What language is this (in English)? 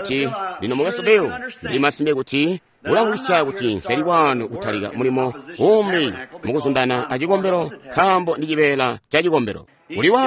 Tonga (Zambia)